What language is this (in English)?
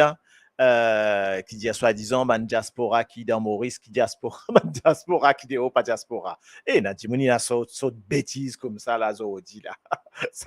Morisyen